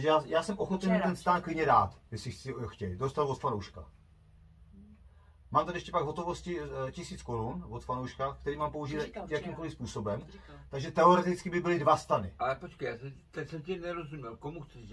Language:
Czech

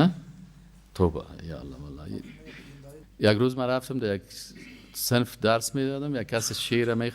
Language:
Persian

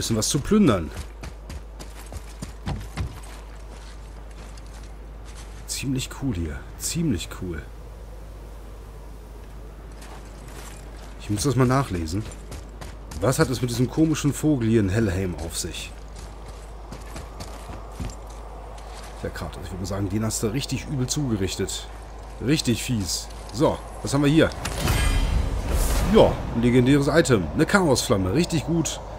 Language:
German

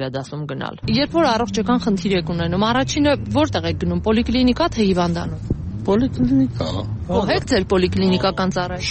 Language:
Armenian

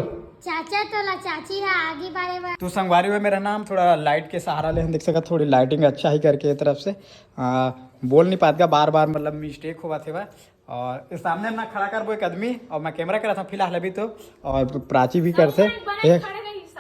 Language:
Chhattisgarhi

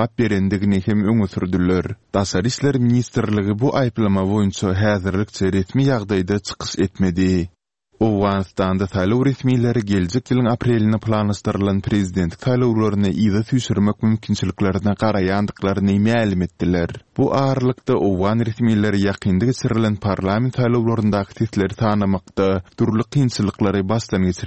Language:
Turkmen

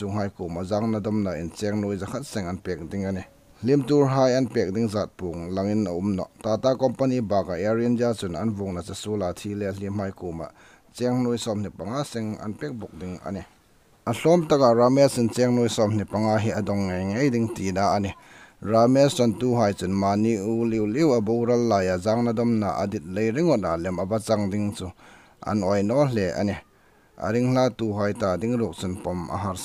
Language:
Hmar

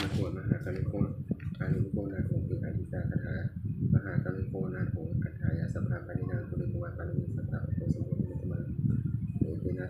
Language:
Pali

